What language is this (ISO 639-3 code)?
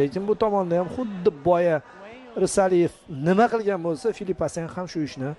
uzb